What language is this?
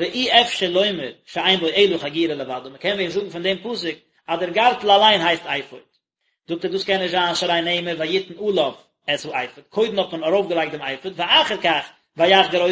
Yiddish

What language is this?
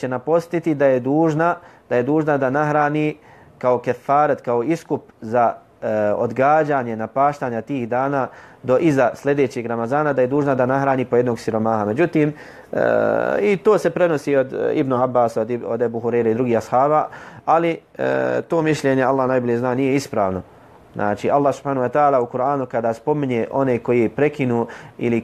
Bosnian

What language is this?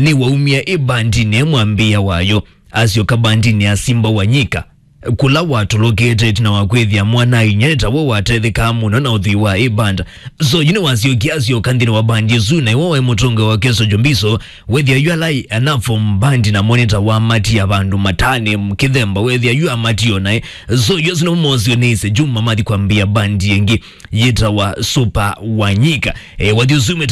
Kamba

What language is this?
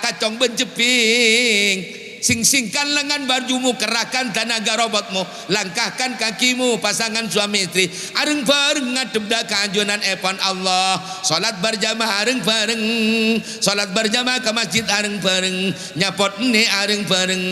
Madurese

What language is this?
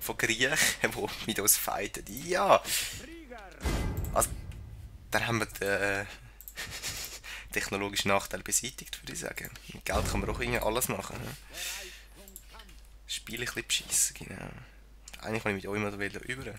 Swiss German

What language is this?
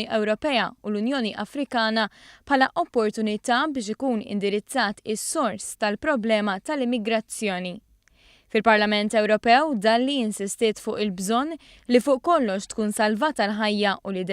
Maltese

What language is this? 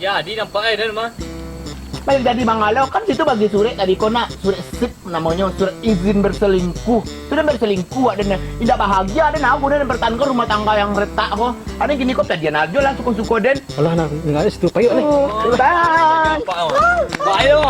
Minangkabau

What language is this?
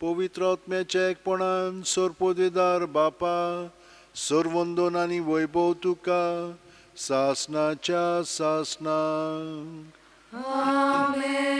Konkani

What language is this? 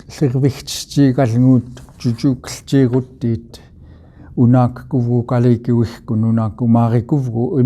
Central Yupik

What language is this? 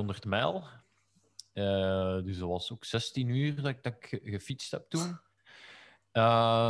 Dutch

